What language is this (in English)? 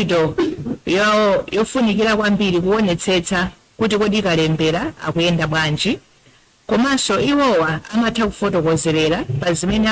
Nyanja